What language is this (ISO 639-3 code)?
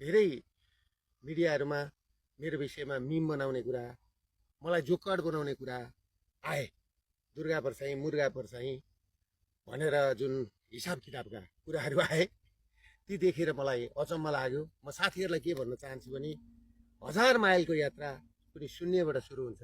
nep